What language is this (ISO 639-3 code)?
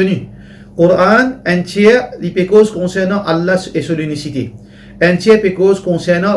mfe